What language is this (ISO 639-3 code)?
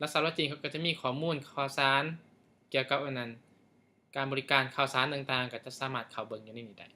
lao